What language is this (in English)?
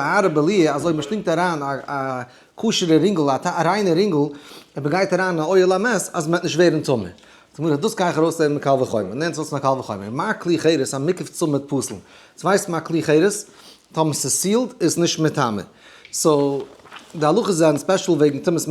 Yiddish